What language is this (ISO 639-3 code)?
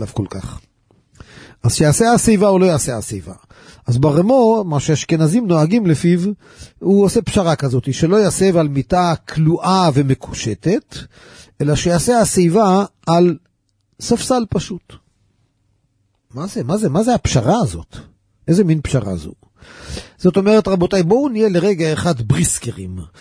heb